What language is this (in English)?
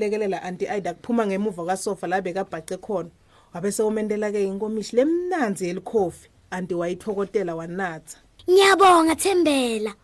Swati